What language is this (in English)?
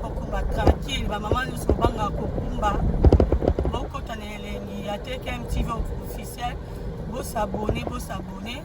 Lingala